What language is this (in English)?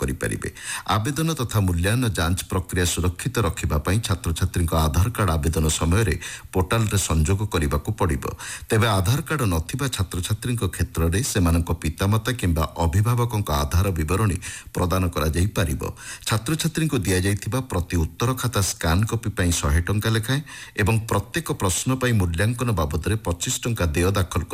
Odia